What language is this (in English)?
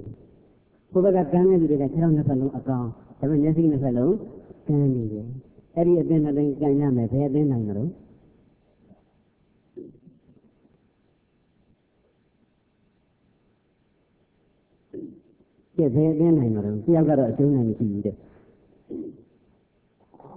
Burmese